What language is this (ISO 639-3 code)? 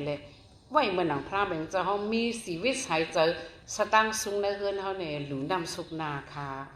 shn